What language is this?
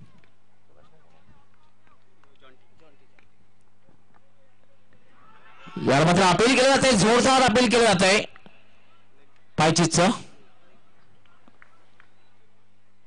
Marathi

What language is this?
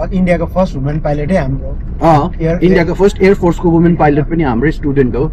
Nepali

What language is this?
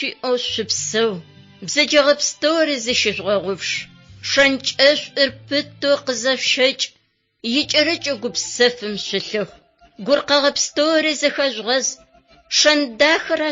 Adyghe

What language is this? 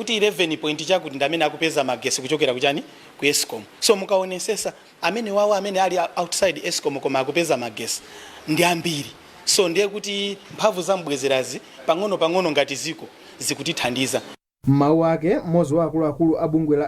Nyanja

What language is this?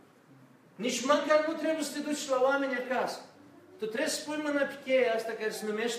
Romanian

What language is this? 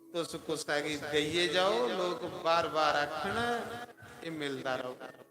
Dogri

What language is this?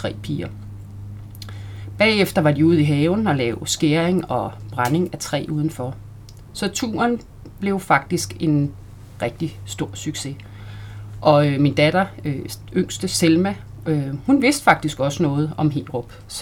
Danish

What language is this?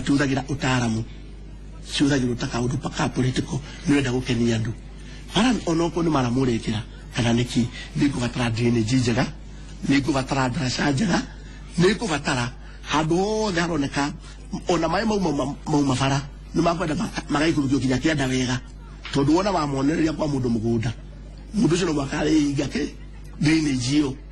Kikuyu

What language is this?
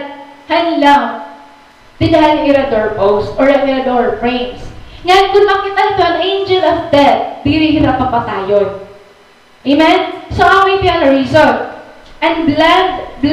Waray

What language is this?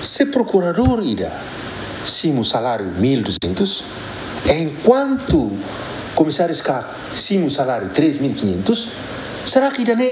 Tetum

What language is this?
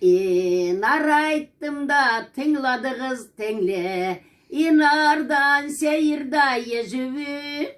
Karachay-Balkar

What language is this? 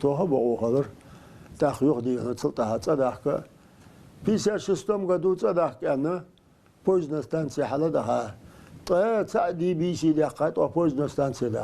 Ingush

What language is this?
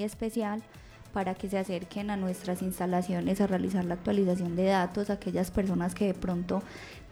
Spanish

